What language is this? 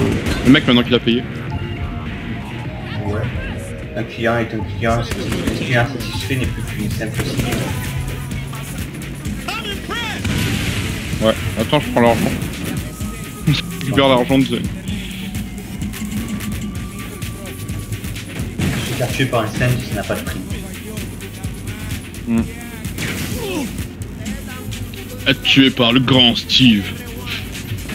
French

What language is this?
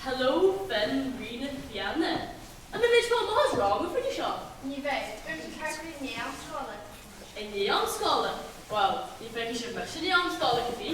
Irish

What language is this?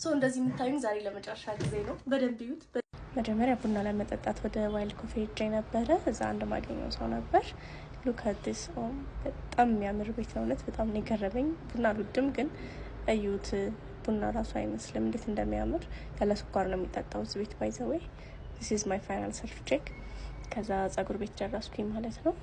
Amharic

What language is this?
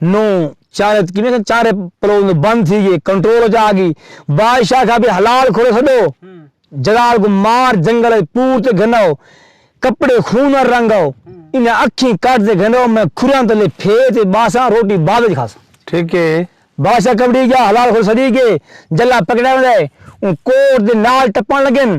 Saraiki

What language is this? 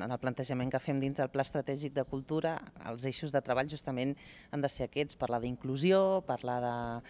Catalan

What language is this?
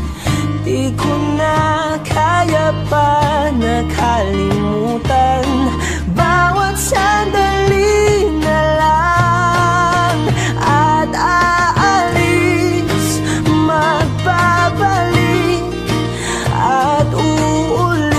Filipino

